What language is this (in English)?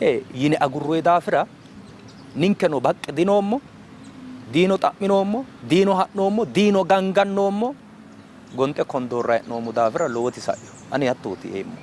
Sidamo